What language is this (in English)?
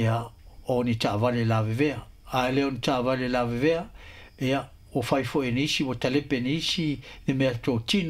Samoan